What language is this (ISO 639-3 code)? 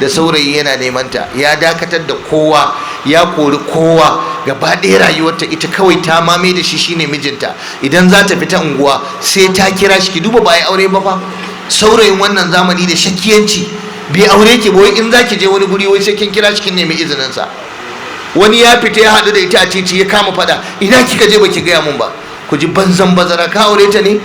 hau